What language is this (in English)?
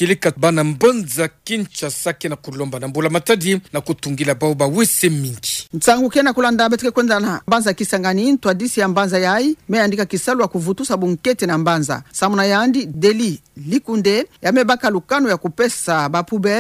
Kituba (Democratic Republic of Congo)